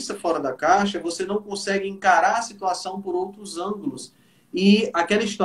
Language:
Portuguese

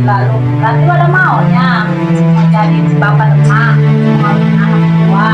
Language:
Betawi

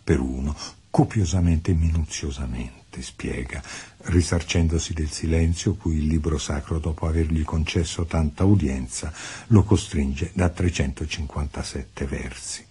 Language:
Italian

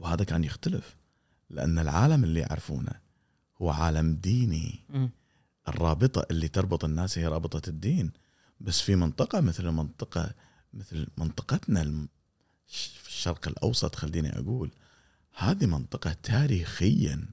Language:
Gulf Arabic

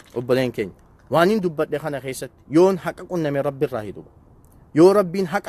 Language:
Oromo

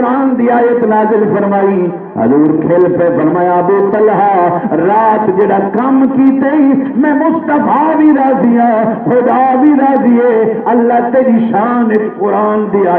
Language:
Saraiki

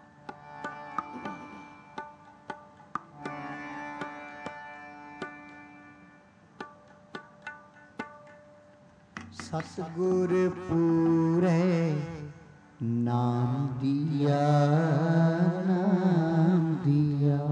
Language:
Punjabi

